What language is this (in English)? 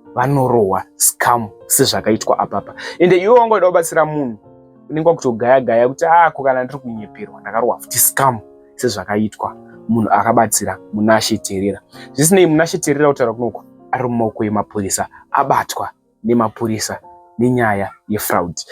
Shona